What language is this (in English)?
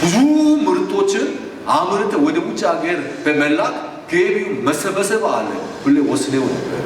Amharic